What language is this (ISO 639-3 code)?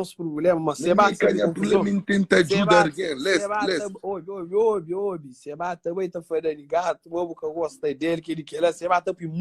kea